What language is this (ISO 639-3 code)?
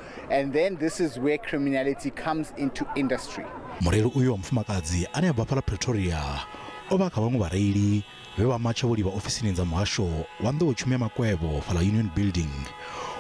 ven